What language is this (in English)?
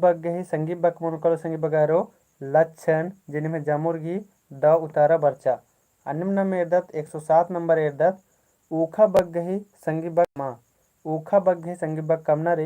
Kurukh